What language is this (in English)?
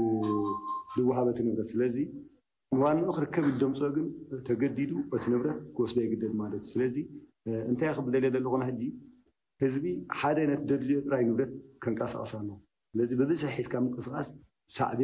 Tigrinya